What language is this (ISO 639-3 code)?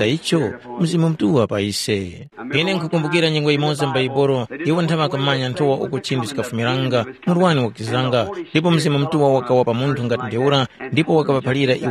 tum